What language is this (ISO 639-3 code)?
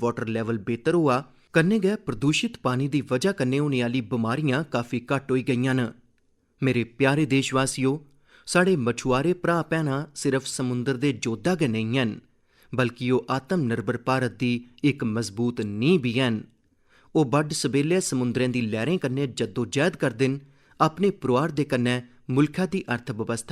doi